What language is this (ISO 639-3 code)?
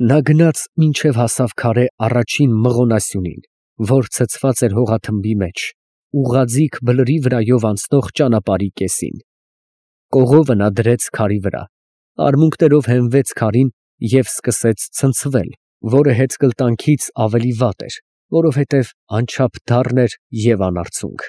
hye